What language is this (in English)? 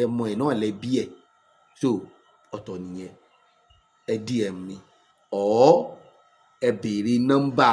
Yoruba